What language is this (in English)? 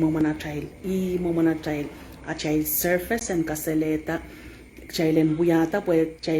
Pohnpeian